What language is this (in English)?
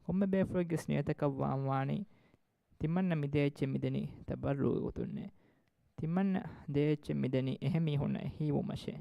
Divehi